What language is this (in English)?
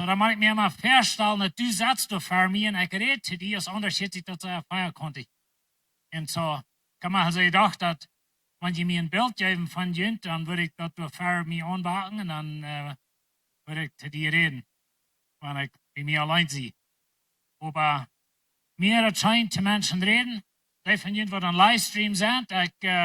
Plautdietsch